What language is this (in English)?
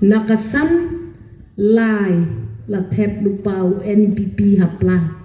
Khasi